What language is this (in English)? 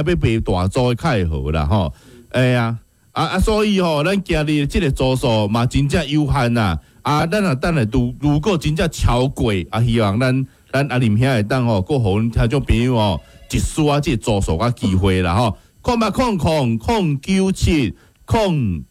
Min Nan Chinese